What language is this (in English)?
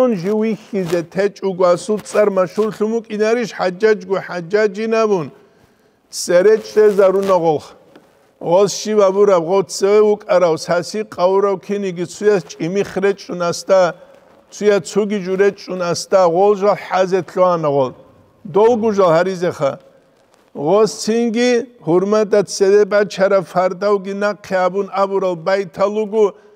Avaric